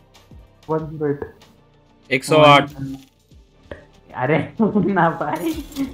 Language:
Hindi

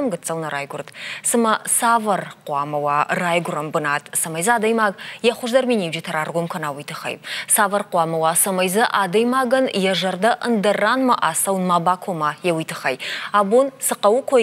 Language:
Ossetic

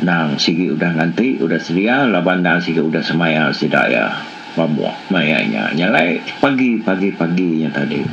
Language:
Iban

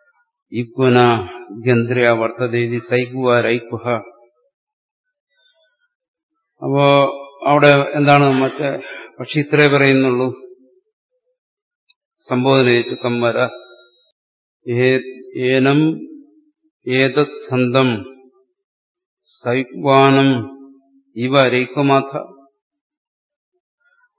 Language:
Malayalam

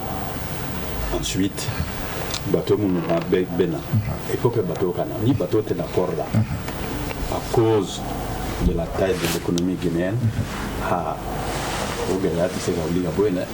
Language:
Bambara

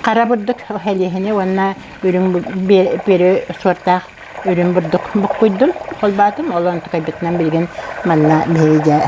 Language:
Yakut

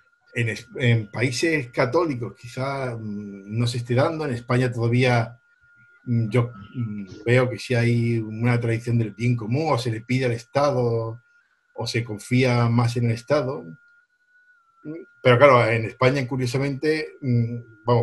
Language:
Spanish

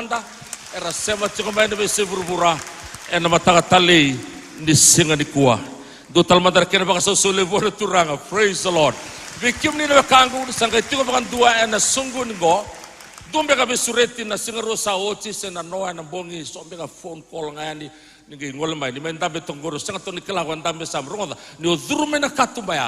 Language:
Fijian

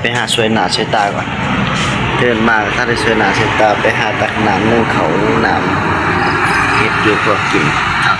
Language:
Northeastern Thai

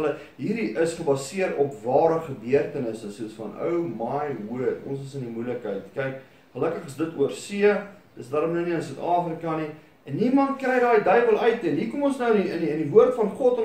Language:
Afrikaans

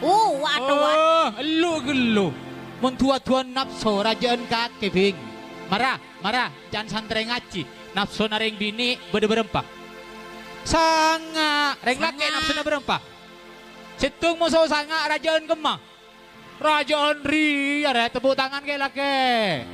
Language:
Madurese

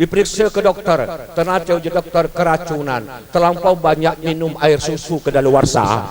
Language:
Musi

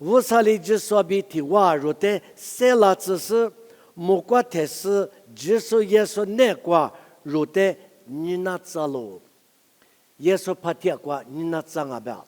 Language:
Lisu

